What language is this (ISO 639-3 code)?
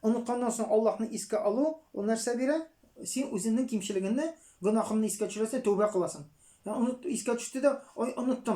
tat